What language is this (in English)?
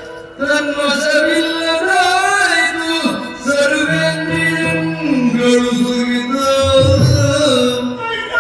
Kannada